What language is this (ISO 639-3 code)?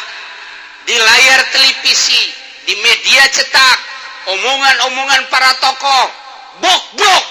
sun